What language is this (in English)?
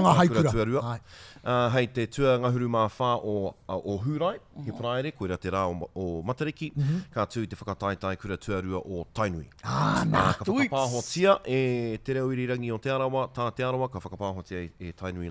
Māori